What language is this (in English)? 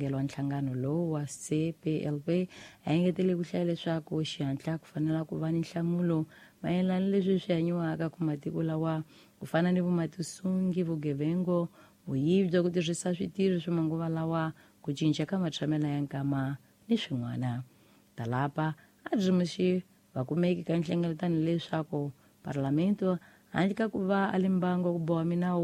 Tsonga